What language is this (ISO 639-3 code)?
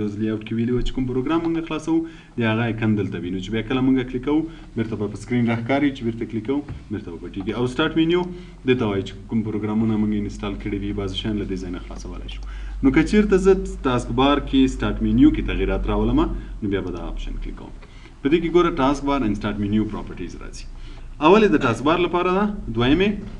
pus